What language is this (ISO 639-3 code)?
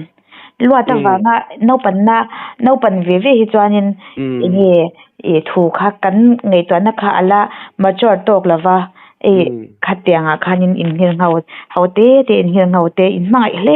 lus